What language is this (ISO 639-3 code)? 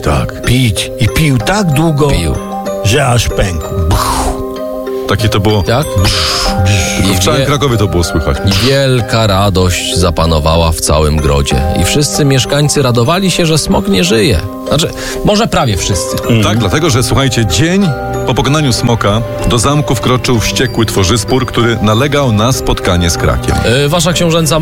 pol